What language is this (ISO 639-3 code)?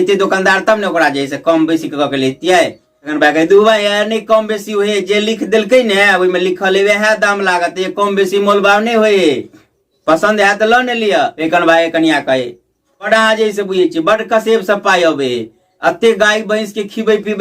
mai